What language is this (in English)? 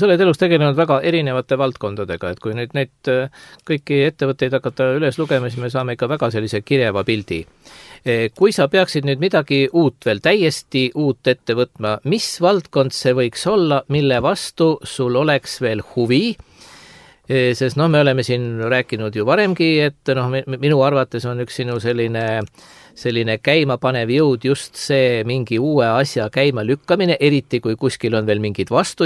Estonian